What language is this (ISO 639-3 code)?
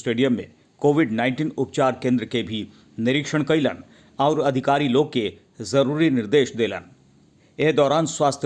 bho